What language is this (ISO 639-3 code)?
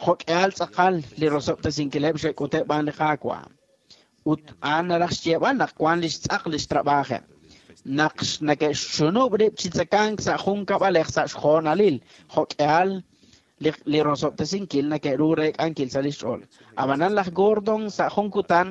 kek